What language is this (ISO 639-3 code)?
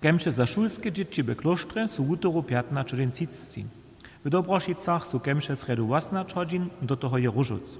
hsb